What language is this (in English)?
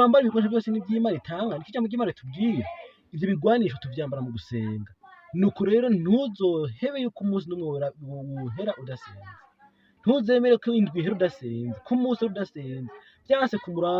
Rundi